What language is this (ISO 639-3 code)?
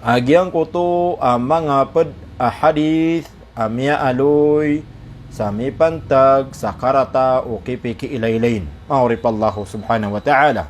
mrw